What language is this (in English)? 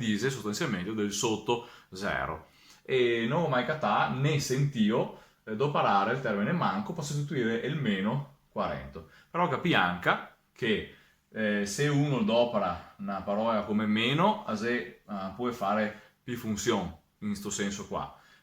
Venetian